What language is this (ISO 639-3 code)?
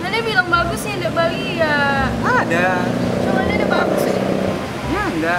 xmm